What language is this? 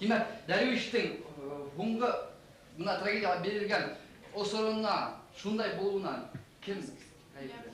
Bashkir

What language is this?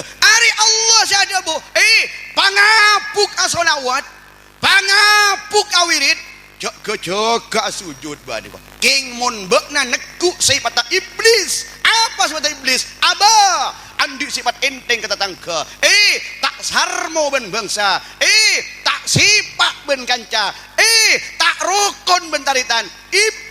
Madurese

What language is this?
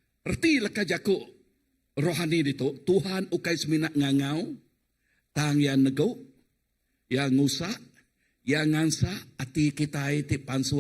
Iban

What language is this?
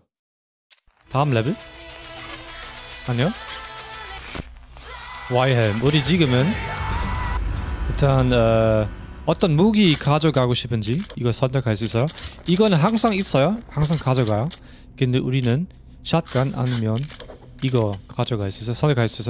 Korean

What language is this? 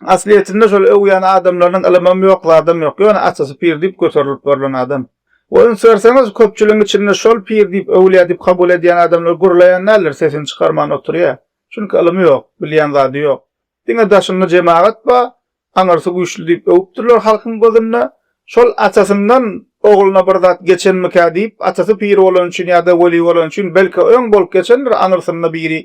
Turkmen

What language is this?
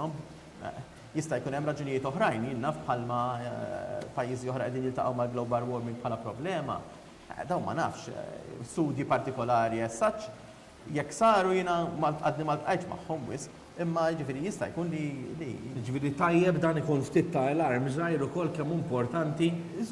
Maltese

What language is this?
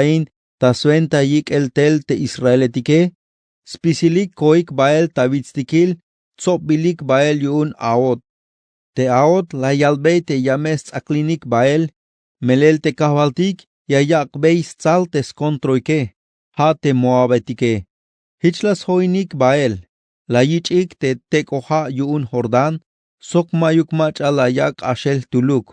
Tzeltal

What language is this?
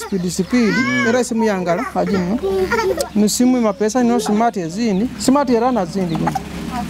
Nyoro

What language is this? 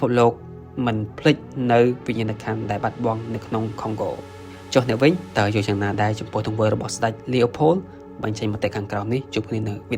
Khmer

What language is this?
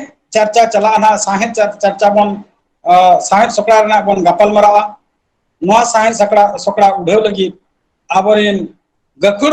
Santali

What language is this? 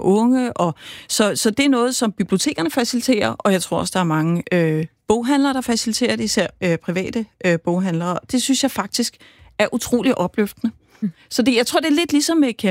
Danish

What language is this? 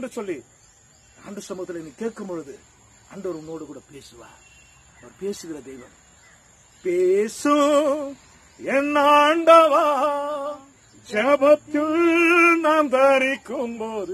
Tamil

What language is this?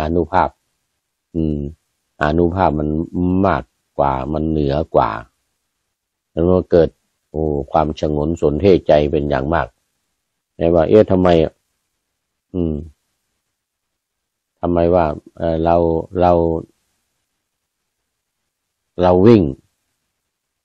Thai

